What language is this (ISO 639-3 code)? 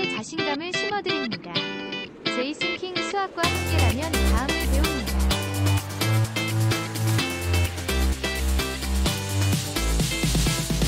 kor